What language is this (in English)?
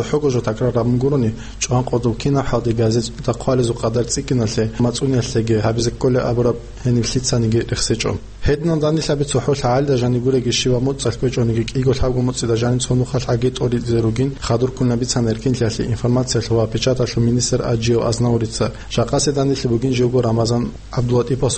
Avaric